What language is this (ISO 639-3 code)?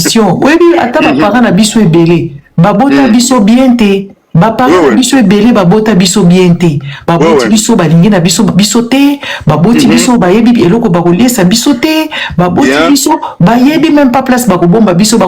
lin